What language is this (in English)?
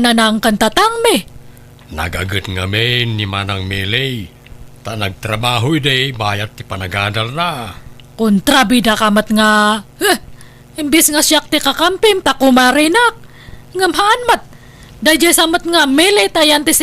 Iloko